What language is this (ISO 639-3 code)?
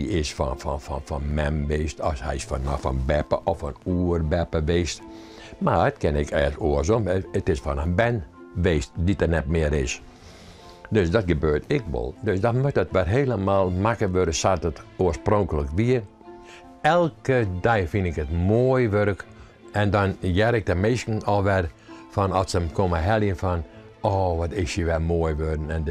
fry